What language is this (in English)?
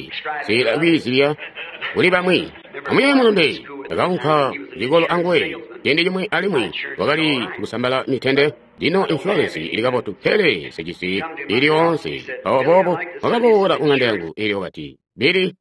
Tonga (Zambia)